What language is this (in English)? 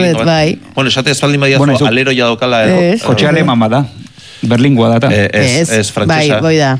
Basque